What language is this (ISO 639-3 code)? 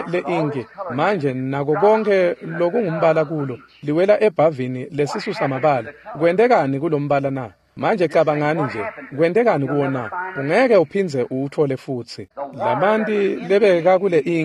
ssw